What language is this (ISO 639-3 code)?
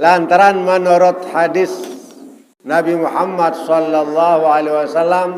sas